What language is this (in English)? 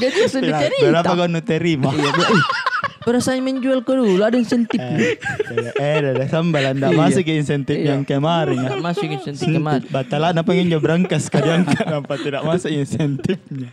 Makassar Malay